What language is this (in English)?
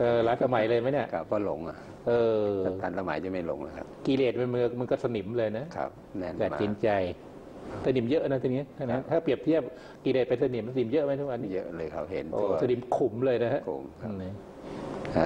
Thai